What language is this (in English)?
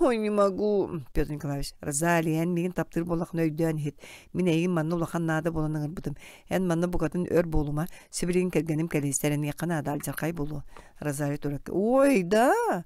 Yakut